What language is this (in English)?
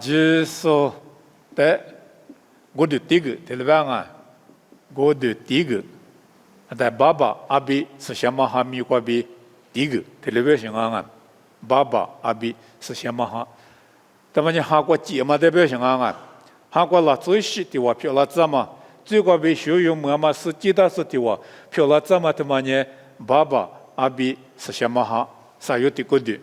Lisu